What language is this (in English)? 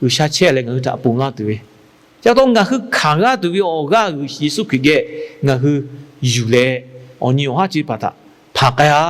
Lahu